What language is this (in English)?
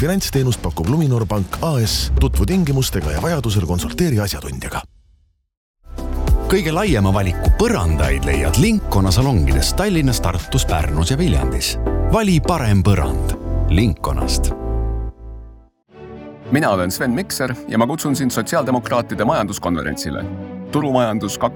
Estonian